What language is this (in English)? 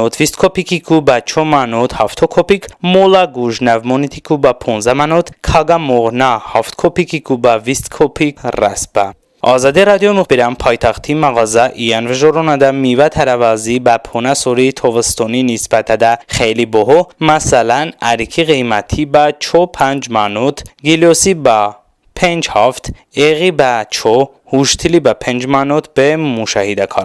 Talysh